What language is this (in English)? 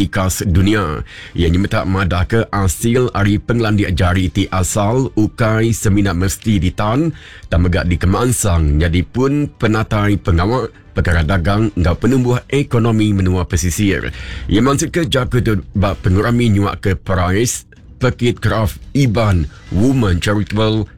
Iban